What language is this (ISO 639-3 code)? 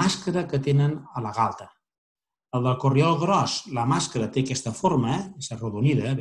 cat